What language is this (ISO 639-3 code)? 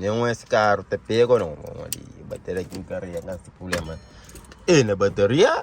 kea